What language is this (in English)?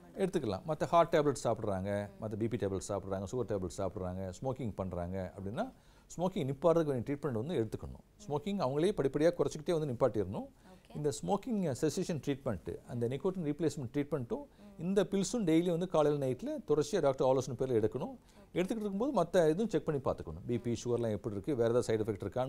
Tamil